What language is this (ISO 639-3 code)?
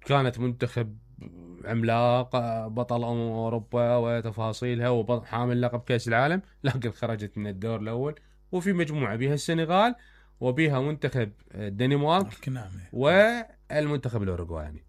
acm